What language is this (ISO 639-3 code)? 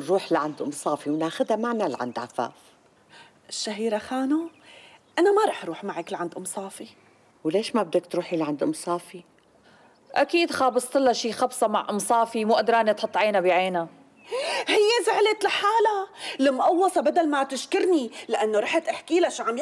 apc